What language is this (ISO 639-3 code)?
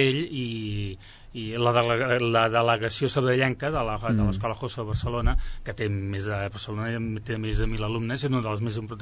cat